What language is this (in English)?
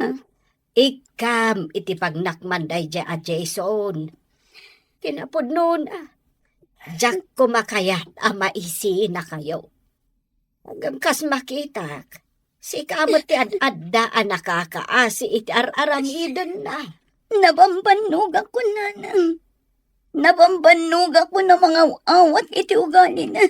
Iloko